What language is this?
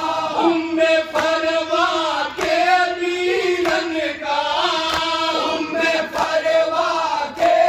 Bhojpuri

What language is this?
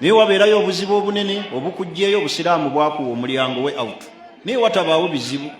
Ganda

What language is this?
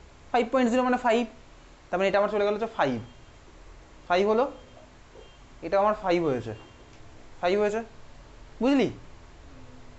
Bangla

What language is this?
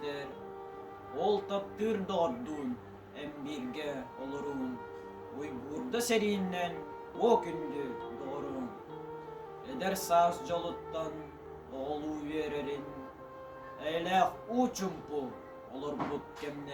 Yakut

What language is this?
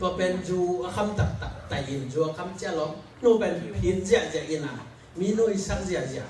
Tedim Chin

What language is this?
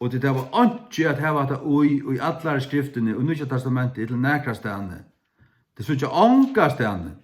Faroese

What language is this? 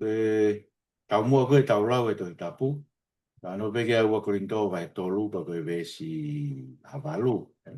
Tongan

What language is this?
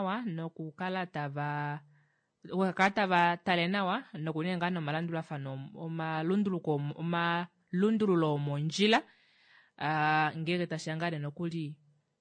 Kuanyama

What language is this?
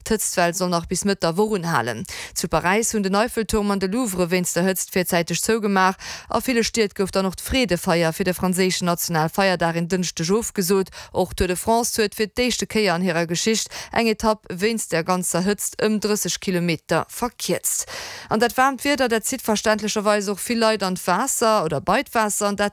Luxembourgish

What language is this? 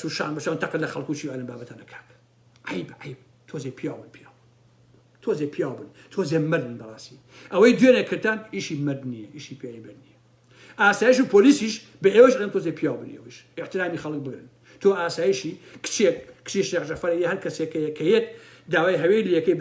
Central Kurdish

